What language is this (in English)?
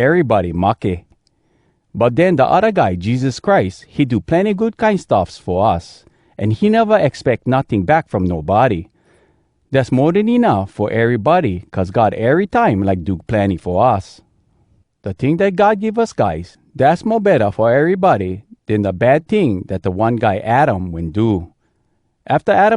Hawai'i Creole English